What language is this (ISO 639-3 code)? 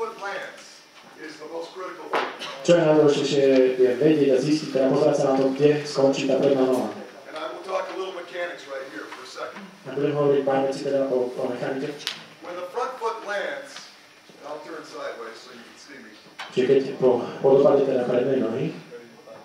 slk